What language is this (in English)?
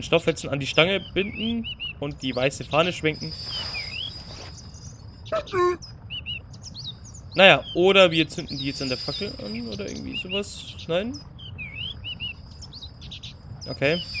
German